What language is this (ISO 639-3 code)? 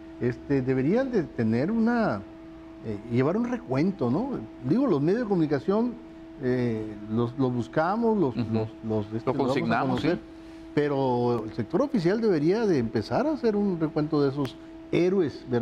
spa